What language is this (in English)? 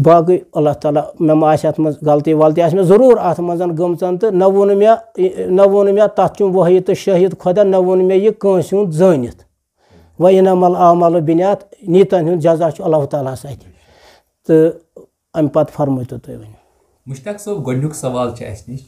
Kashmiri